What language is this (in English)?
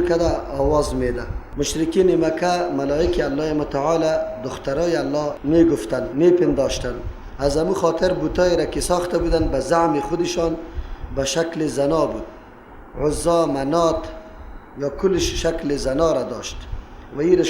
Persian